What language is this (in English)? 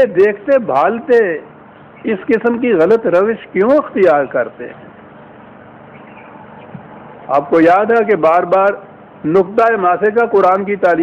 Urdu